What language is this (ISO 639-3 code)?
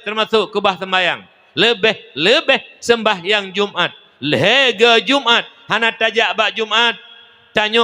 ace